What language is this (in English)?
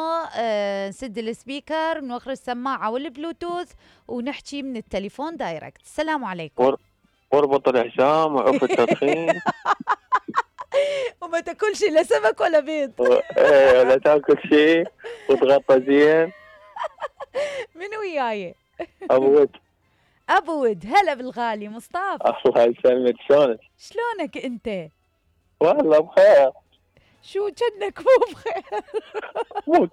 Mesopotamian Arabic